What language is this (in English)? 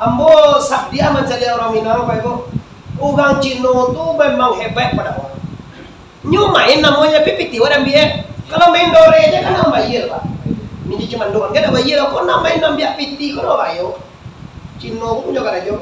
Minangkabau